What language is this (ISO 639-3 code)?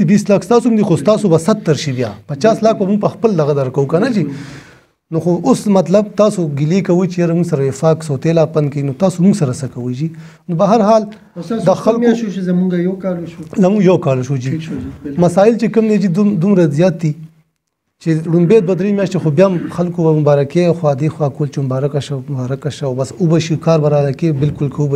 pus